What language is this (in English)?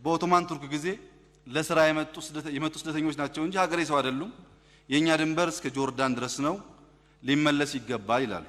Amharic